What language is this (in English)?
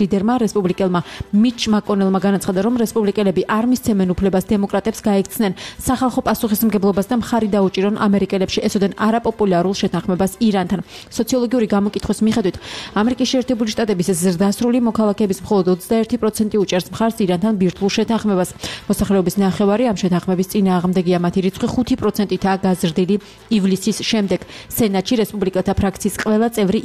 Georgian